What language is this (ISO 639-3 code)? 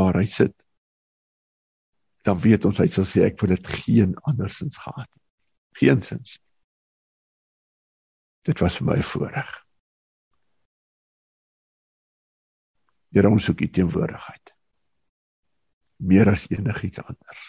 afr